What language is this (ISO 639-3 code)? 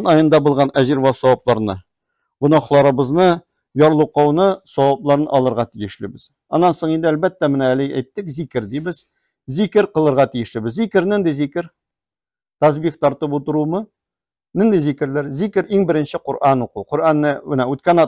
tat